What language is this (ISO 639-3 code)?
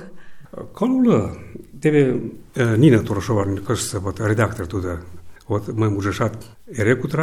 chm